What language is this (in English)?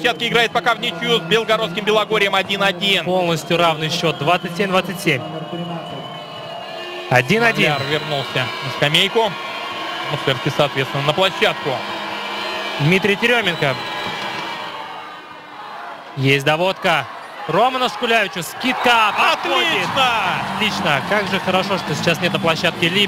Russian